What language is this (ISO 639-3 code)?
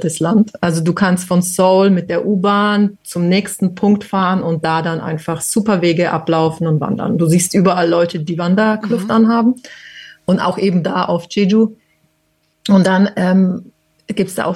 deu